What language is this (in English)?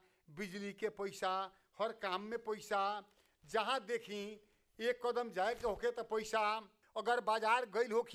Bhojpuri